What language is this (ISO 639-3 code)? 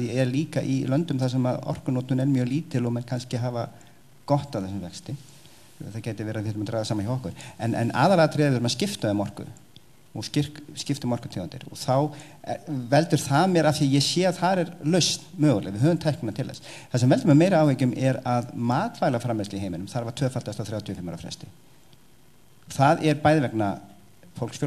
isl